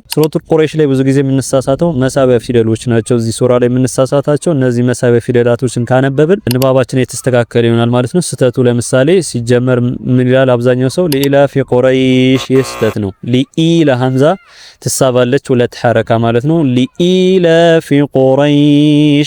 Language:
Amharic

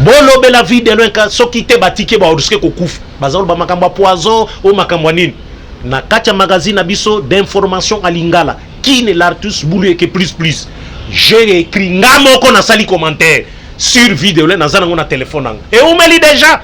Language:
Lingala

